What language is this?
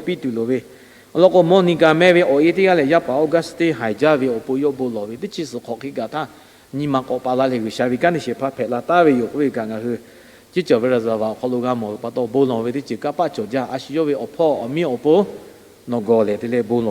Lahu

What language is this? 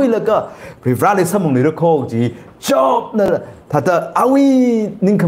Tangkhul Naga (India)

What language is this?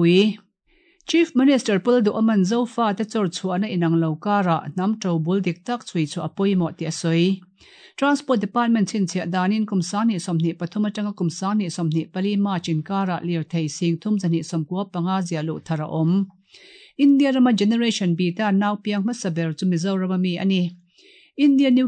Mizo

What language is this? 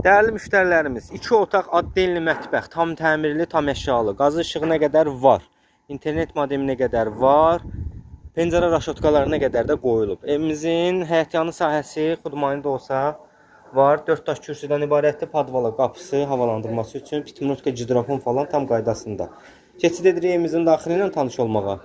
Azerbaijani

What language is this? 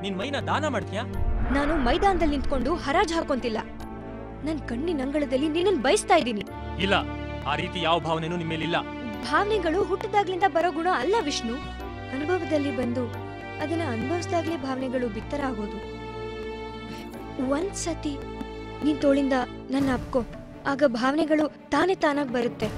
Kannada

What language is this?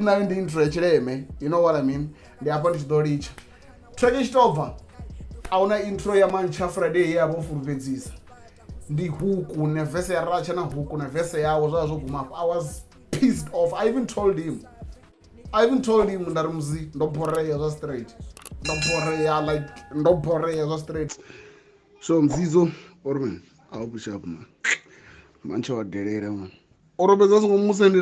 Venda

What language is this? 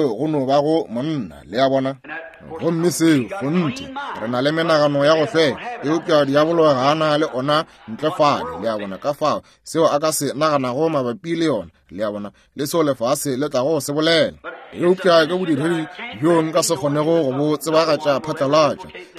Northern Sotho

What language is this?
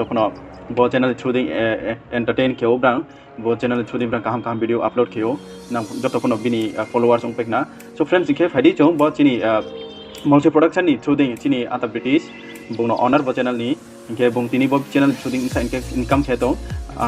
Riang (India)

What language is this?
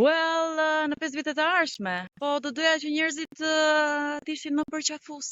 Albanian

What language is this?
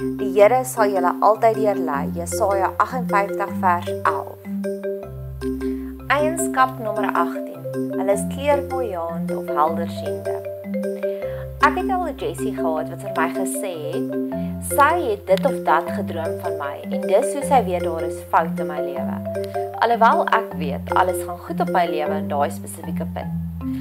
Afrikaans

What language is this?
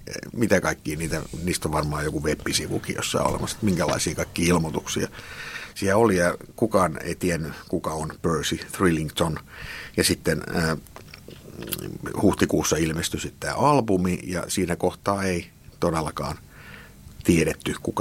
Finnish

